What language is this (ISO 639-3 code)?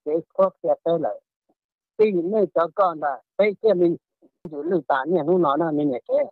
hmn